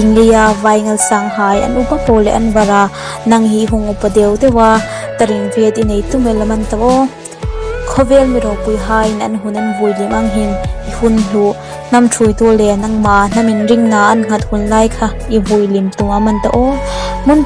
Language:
Hmar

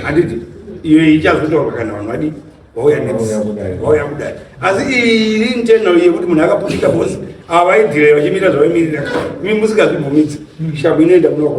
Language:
Shona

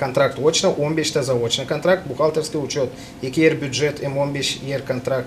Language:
Gagauz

